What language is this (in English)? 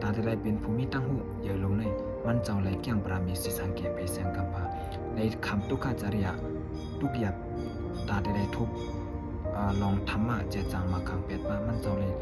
Shan